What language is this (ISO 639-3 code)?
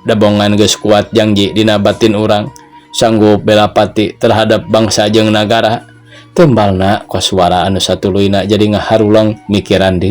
sun